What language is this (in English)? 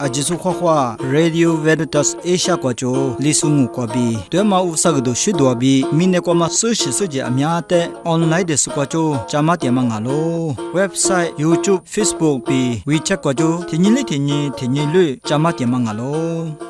Lisu